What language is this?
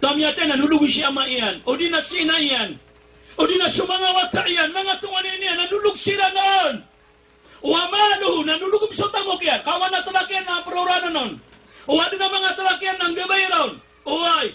Maranao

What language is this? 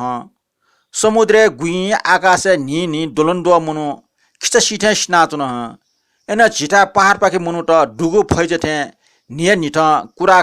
Newari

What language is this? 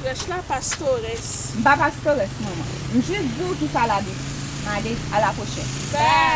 Haitian Creole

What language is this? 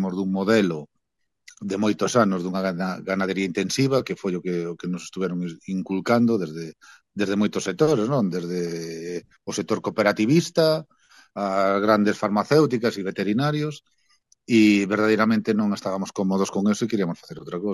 Galician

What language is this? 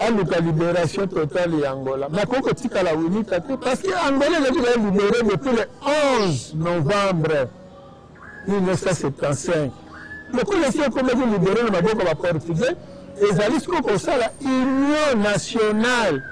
Lingala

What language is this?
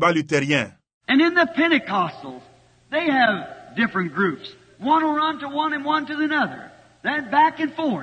Luba-Lulua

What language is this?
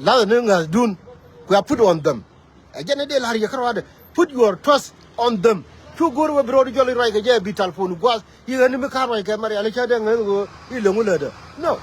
Nuer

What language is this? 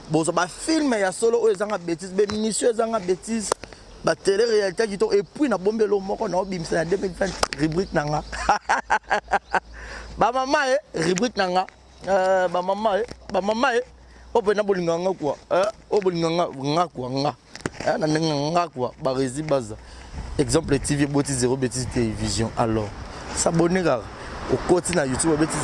Lingala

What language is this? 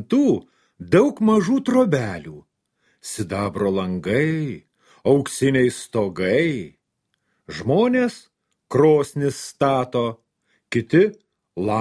Lithuanian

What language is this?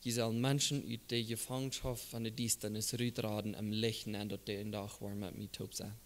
Plautdietsch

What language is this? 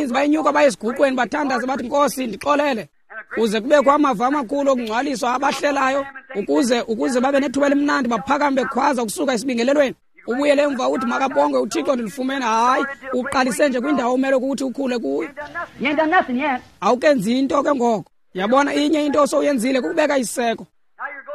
Xhosa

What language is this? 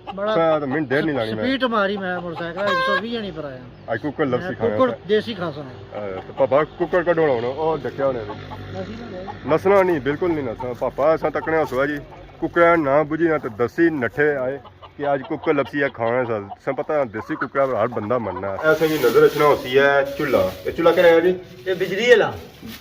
Pahari-Potwari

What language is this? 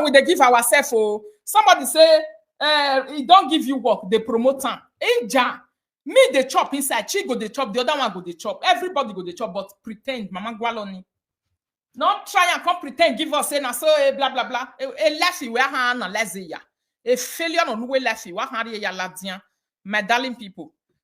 Nigerian Pidgin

